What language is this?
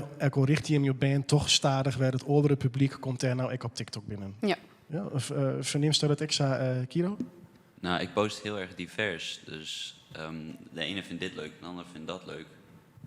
Western Frisian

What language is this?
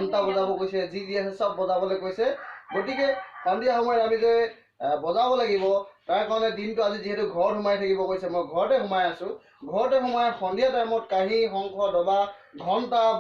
Assamese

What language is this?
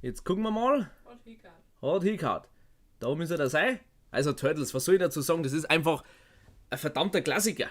Bavarian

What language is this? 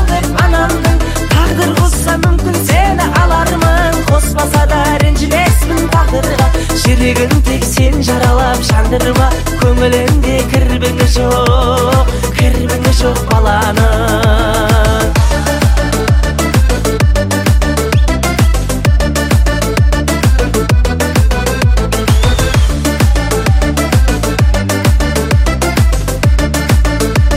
Kazakh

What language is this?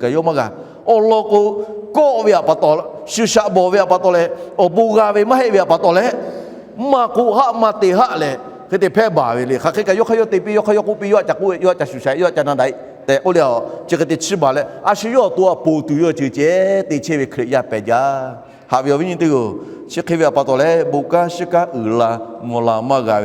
Lahu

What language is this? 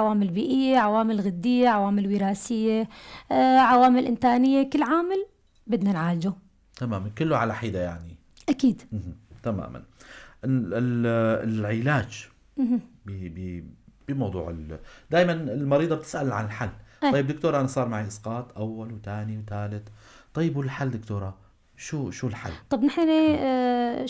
North Levantine Arabic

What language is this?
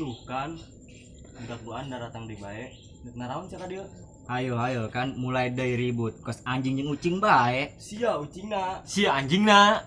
Sundanese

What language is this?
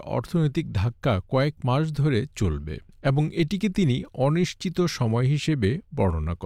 Bangla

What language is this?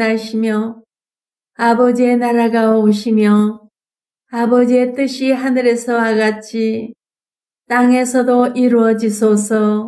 Korean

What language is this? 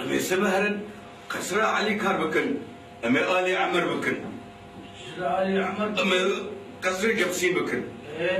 Kurdish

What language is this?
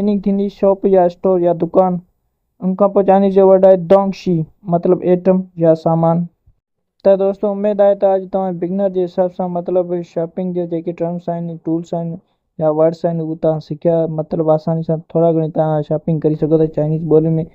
Sindhi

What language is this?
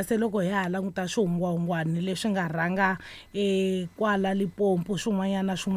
Tsonga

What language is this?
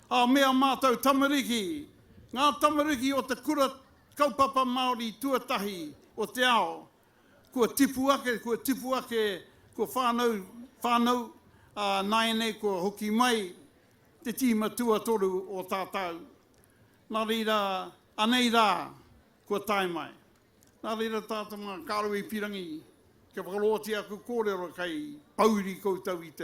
Māori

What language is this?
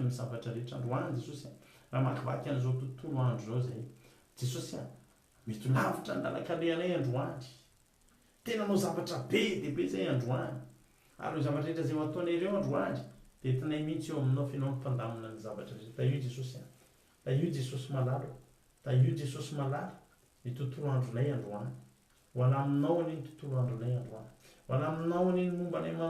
Malagasy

